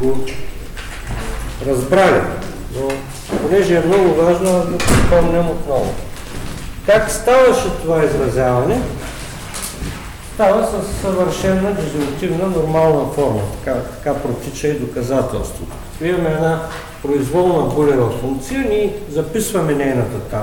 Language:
Bulgarian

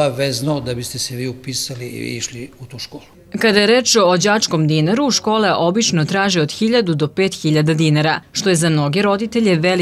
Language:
Serbian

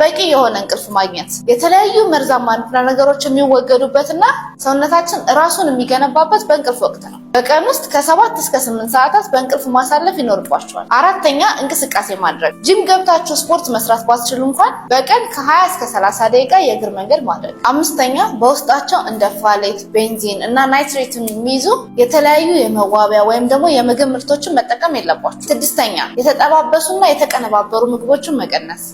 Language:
Amharic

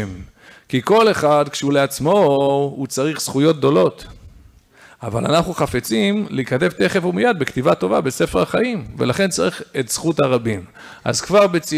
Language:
Hebrew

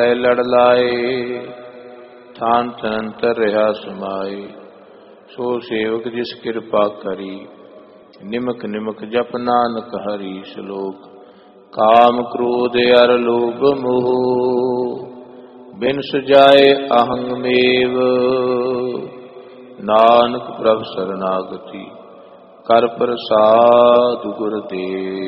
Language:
Punjabi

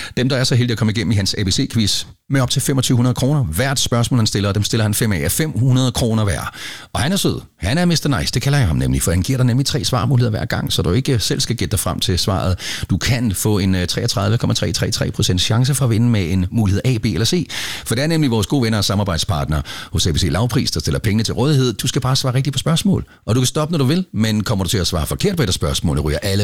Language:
Danish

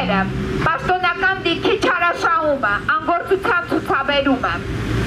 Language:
Armenian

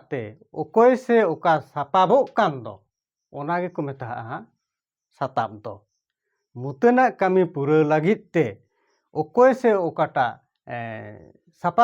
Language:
Santali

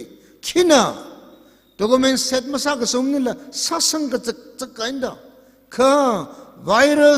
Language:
Tangkhul Naga (India)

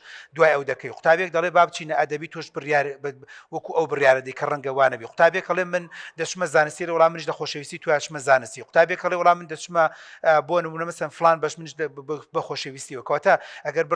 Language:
Central Kurdish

